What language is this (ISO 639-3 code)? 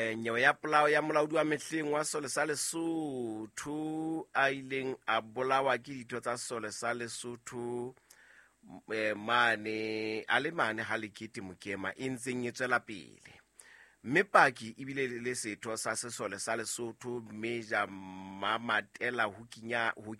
sot